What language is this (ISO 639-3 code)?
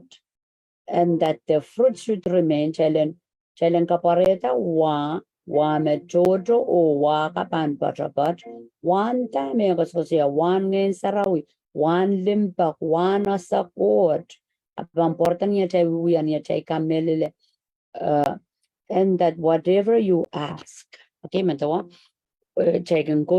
pon